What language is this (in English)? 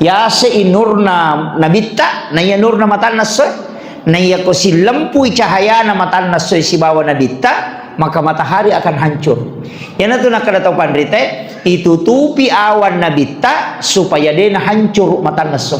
Buginese